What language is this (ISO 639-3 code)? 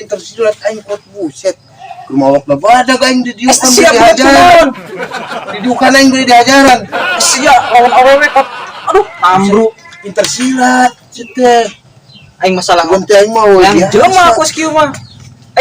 sun